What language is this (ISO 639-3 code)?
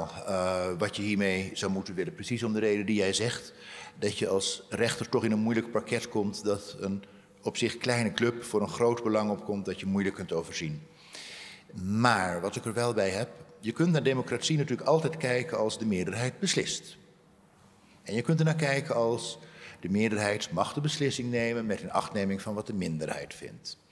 nld